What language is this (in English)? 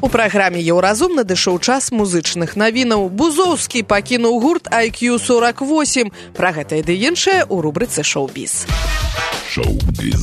Belarusian